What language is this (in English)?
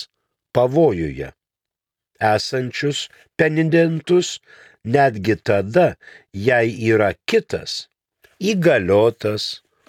Lithuanian